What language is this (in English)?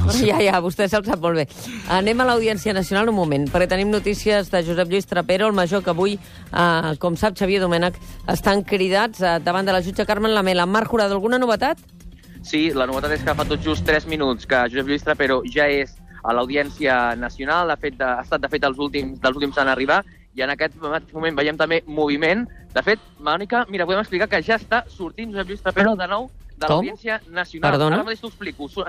Catalan